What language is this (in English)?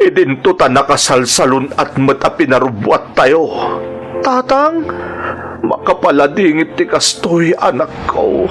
Iloko